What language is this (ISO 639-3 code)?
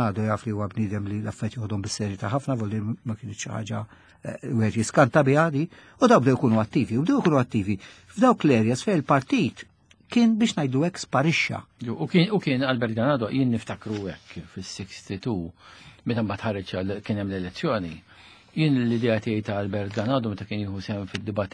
mlt